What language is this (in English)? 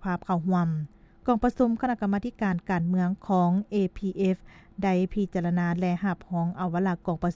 Lao